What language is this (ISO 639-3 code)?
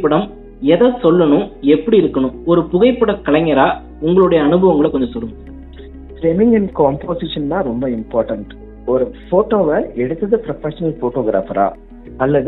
tam